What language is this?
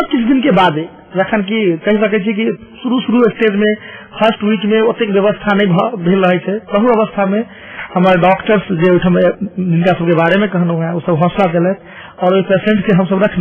Maithili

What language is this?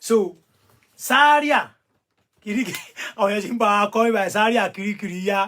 Yoruba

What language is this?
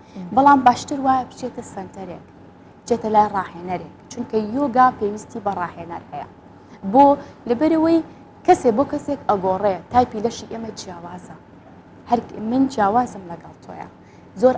Central Kurdish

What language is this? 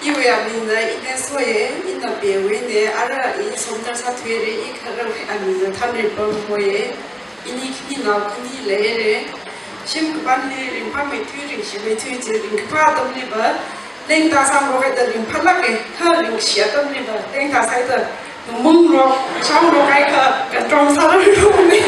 Tangkhul Naga (India)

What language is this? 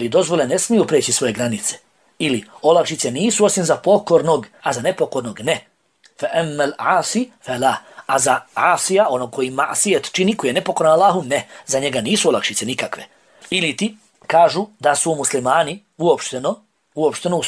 Bosnian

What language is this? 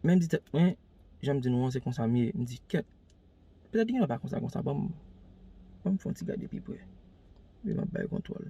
Haitian Creole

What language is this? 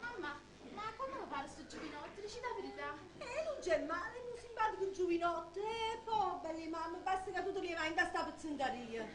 Neapolitan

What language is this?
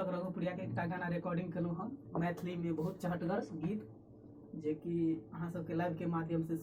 Maithili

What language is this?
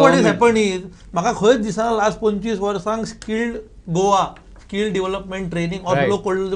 Konkani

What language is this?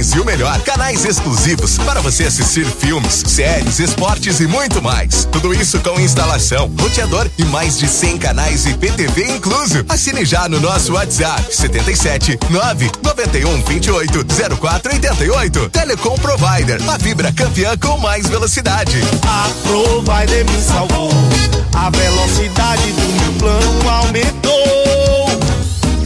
Portuguese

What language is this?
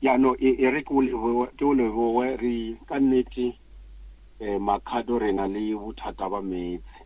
Northern Sotho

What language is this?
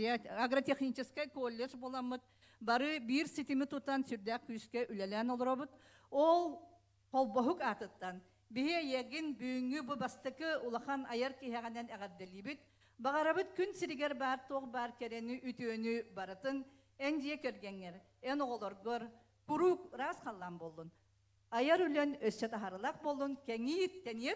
Yakut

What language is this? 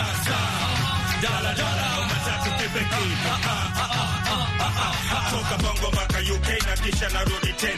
Swahili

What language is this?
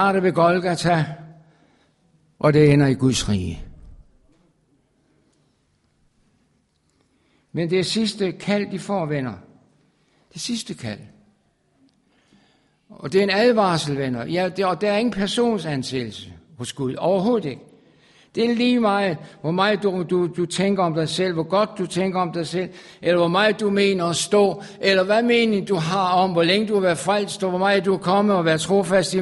Danish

